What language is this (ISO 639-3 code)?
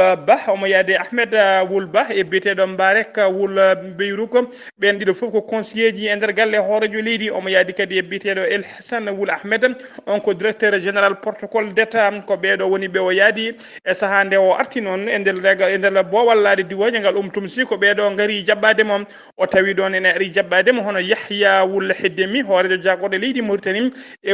ful